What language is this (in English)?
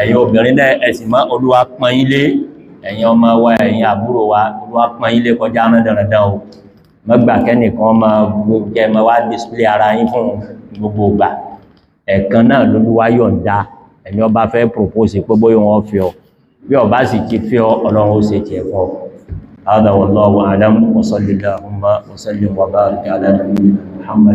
Yoruba